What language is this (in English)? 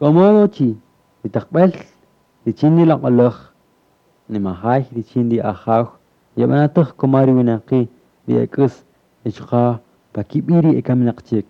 Kaqchikel